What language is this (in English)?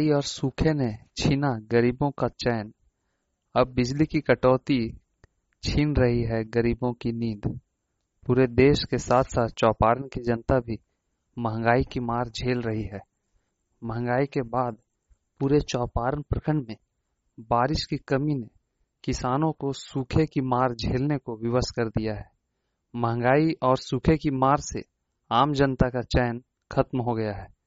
Hindi